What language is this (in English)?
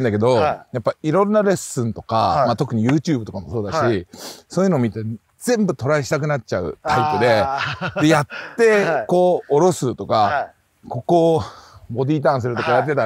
Japanese